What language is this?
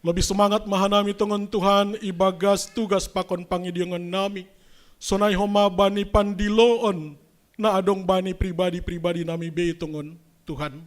Batak Simalungun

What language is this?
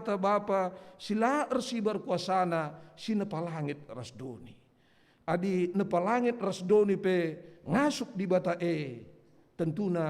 Batak Karo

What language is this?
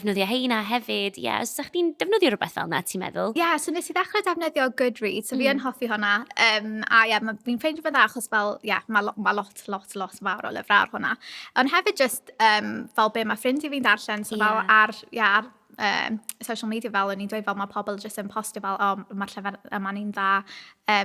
Welsh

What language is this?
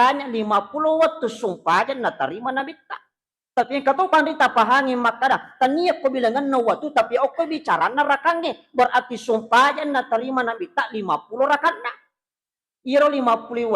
Buginese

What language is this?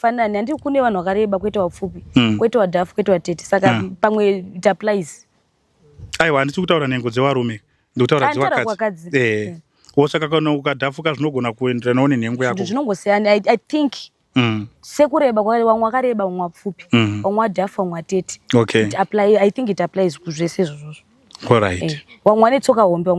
Shona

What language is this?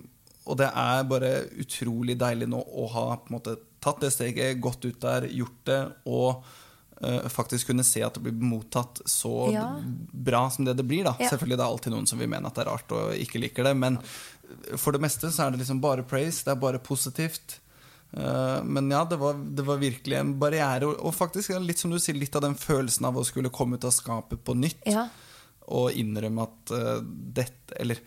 Norwegian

